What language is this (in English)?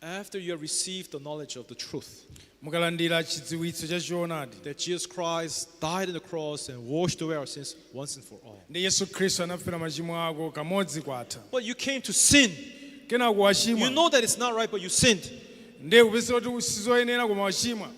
Nyanja